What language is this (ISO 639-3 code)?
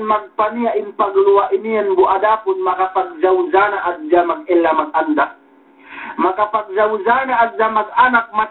yka